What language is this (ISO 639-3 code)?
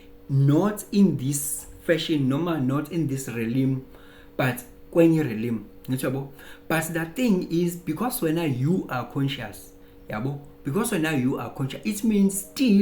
zul